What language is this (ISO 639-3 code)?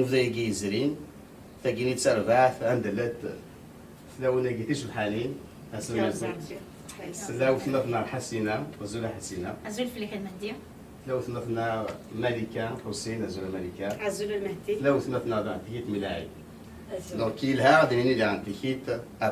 kab